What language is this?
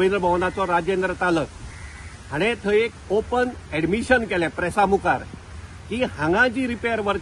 Konkani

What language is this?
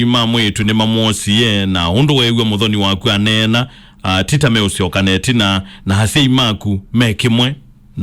Kamba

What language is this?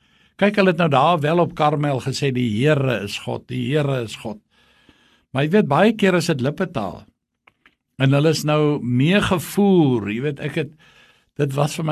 Afrikaans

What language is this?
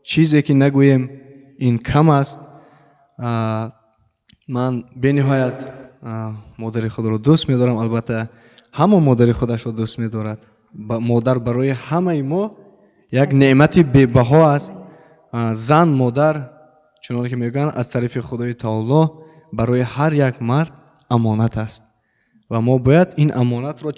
Tajik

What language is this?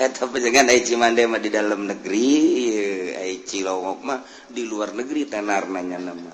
Sundanese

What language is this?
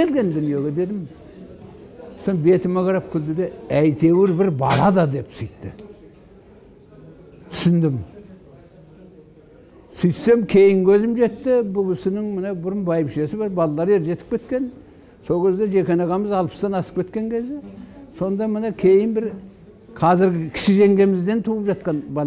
Kazakh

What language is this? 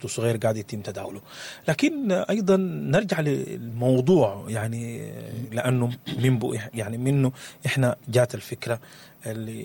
Sudanese Arabic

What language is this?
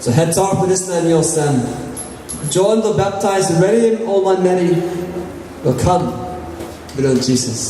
Tok Pisin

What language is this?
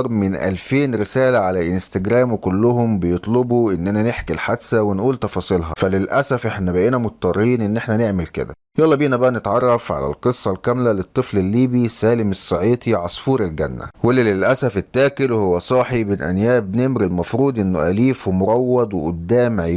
Egyptian Arabic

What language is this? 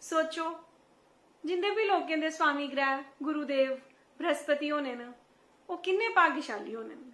Dogri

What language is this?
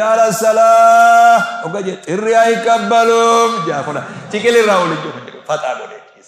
Oromo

